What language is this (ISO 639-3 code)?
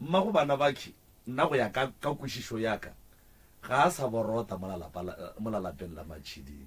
nso